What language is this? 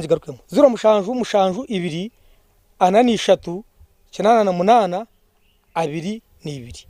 Nyankole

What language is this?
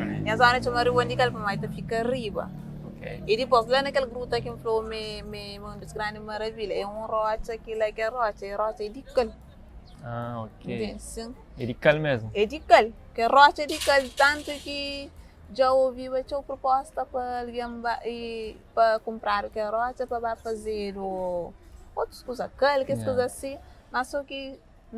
Kabuverdianu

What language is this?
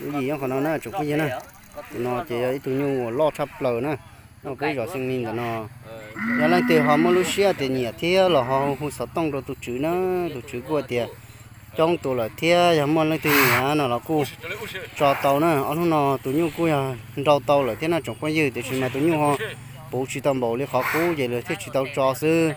Hmong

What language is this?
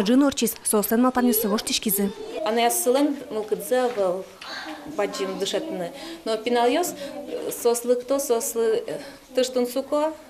Udmurt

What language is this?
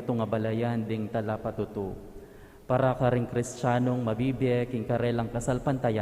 Pampanga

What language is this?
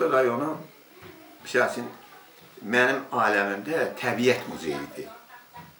Azerbaijani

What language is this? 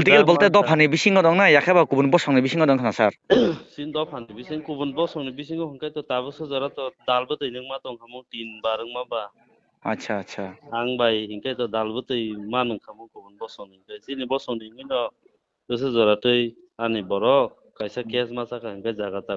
Kok Borok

